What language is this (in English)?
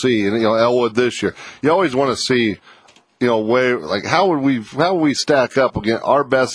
English